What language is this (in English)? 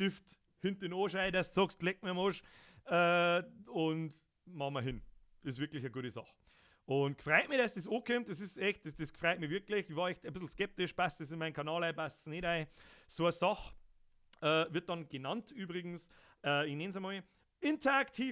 Bavarian